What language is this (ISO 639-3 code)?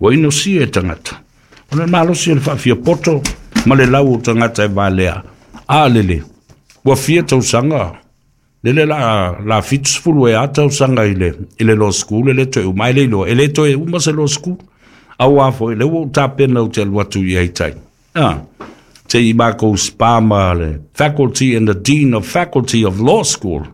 smo